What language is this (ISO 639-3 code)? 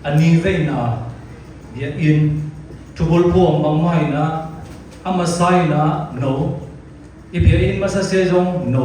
csy